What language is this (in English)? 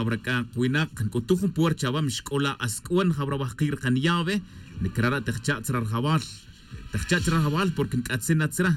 Tz'utujil